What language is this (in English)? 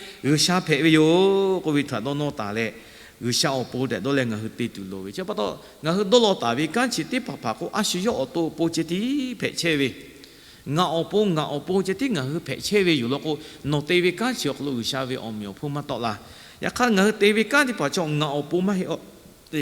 Lahu